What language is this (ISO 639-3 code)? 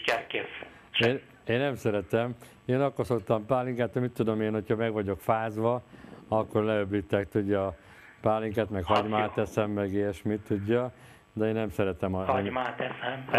hun